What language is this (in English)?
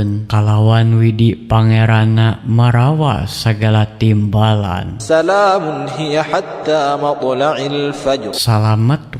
Sundanese